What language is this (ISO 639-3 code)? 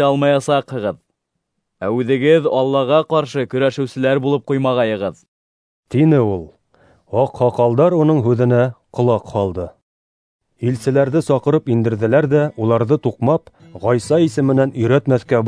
bak